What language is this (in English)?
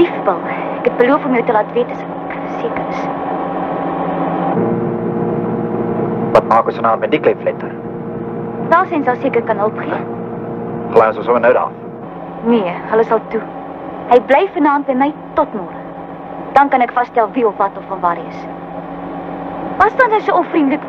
Afrikaans